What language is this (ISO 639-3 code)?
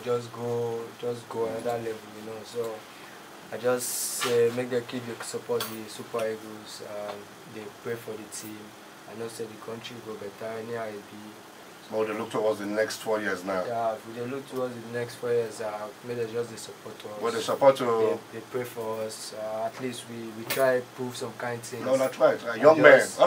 pcm